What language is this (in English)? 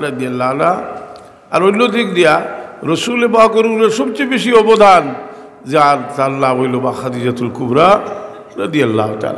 Sylheti